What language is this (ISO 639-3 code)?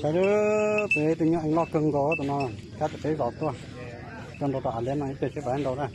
hmn